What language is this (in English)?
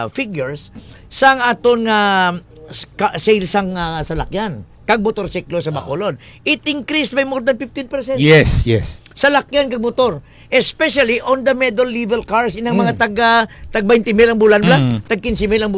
Hiligaynon